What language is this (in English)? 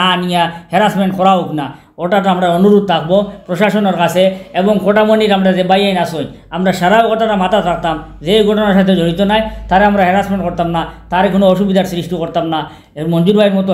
Sylheti